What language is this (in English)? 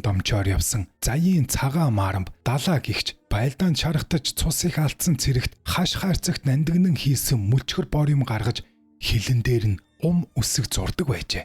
Mongolian